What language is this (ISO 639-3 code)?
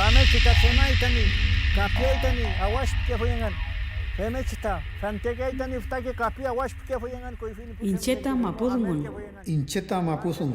arn